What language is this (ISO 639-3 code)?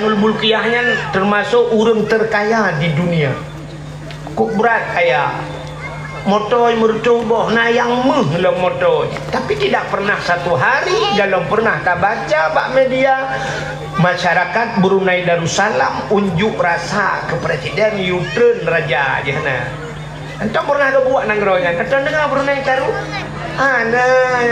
ace